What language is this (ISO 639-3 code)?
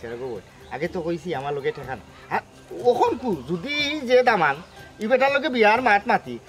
syl